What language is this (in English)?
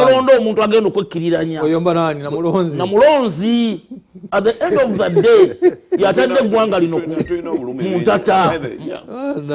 Ganda